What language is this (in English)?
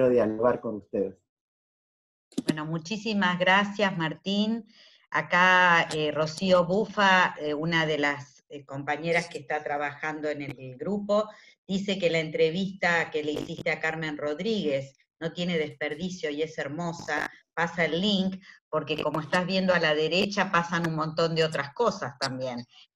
Spanish